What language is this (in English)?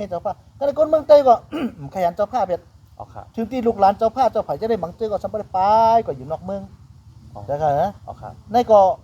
Shan